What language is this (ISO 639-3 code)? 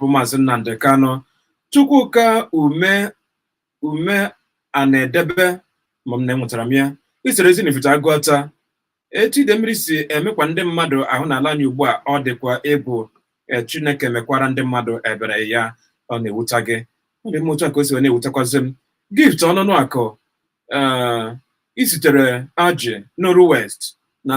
ibo